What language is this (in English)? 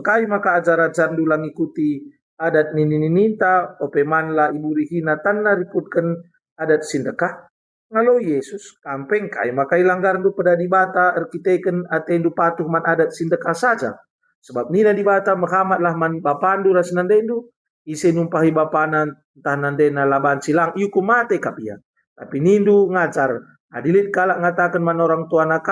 Batak Karo